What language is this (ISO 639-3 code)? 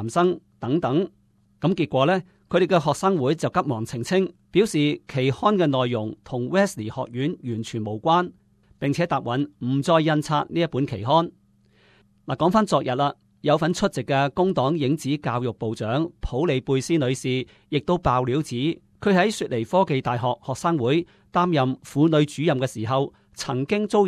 yue